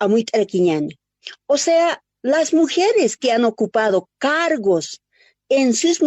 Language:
Aymara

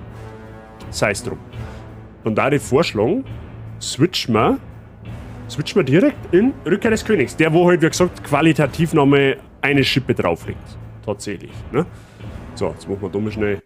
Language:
Bavarian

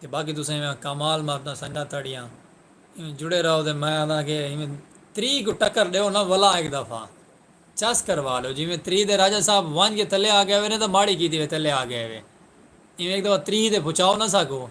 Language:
Saraiki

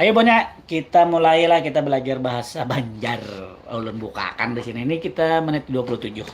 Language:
Banjar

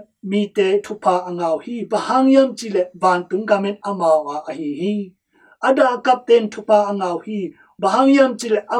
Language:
Tedim Chin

